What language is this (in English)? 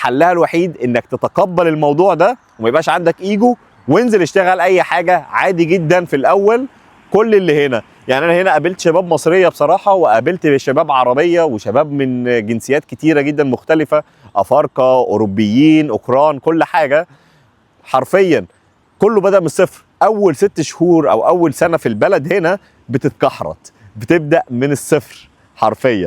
Egyptian Arabic